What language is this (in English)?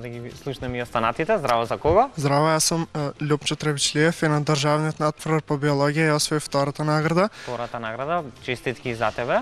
Macedonian